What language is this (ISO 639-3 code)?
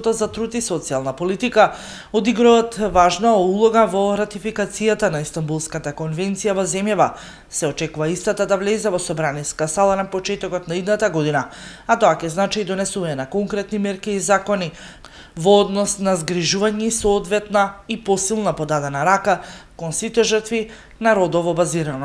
mkd